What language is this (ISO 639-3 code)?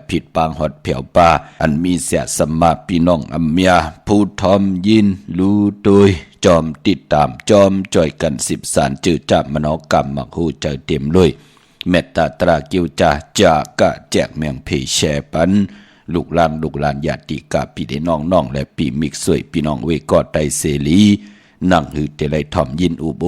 shn